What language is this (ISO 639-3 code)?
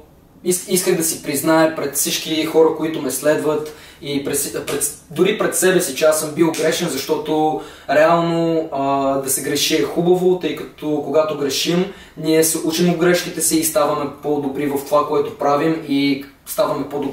bul